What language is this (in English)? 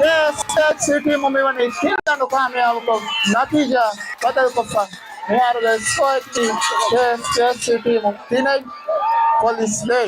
Divehi